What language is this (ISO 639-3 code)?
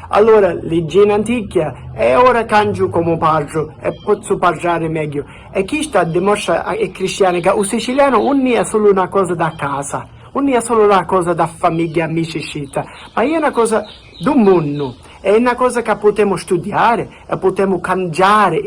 scn